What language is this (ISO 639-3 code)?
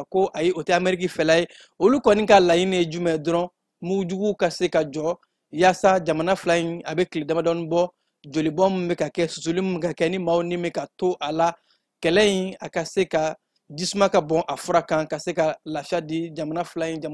bam